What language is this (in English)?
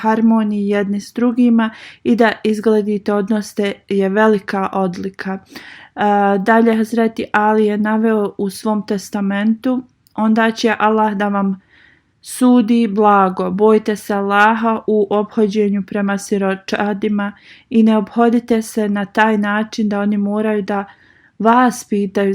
Bosnian